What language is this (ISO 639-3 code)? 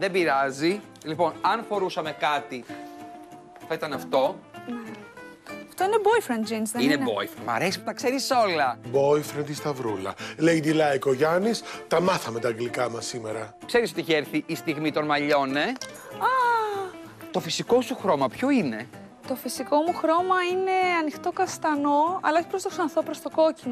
ell